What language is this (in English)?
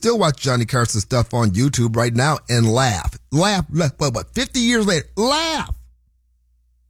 English